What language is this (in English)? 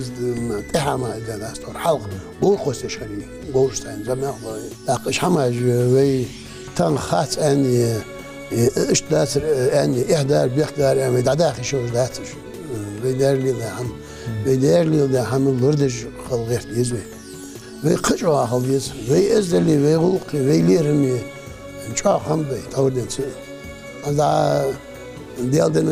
Ingush